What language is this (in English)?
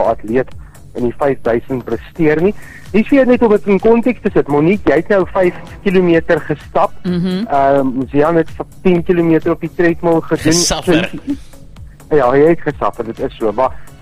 Afrikaans